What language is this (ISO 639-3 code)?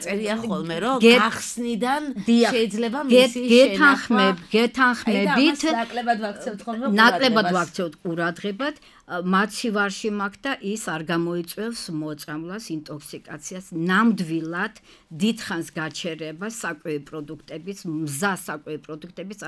kat